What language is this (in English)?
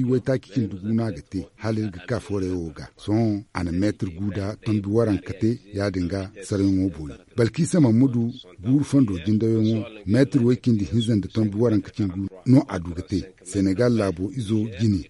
Zarma